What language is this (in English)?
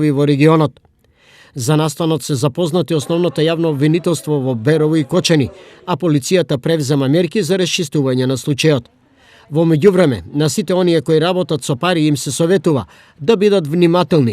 Macedonian